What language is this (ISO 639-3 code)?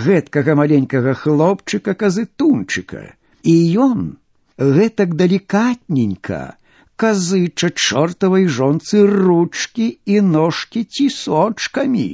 bel